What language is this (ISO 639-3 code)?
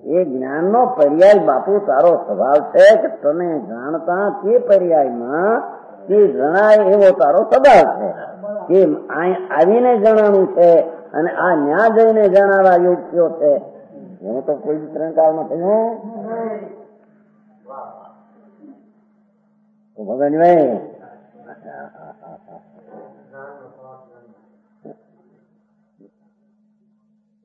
guj